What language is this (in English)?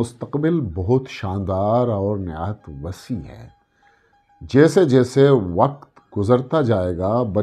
Eastern Balochi